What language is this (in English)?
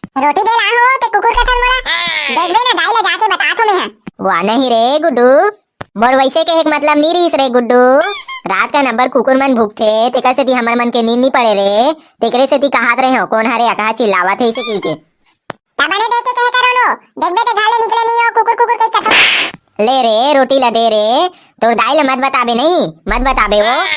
Chhattisgarhi